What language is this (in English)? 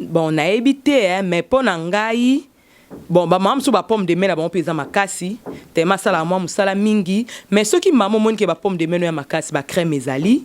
Lingala